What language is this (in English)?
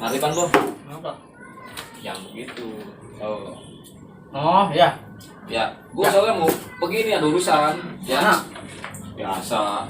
Betawi